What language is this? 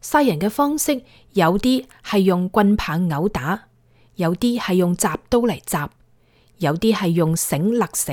Cantonese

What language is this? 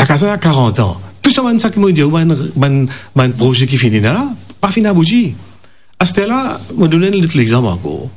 Morisyen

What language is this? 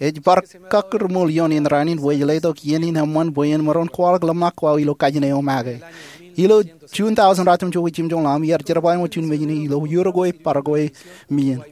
Marshallese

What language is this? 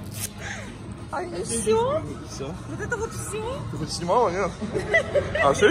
Russian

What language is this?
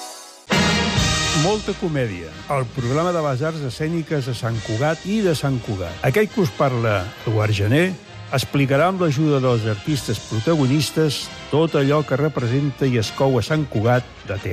Catalan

